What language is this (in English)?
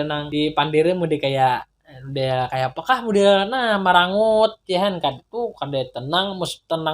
Banjar